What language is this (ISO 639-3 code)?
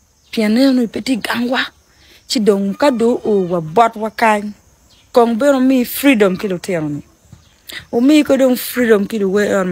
ach